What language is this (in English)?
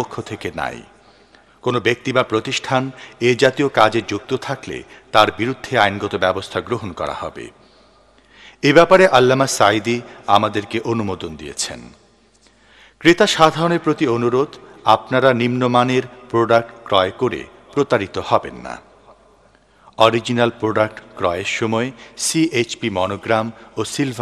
Bangla